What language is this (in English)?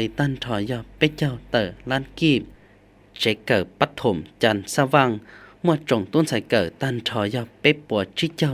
Hmong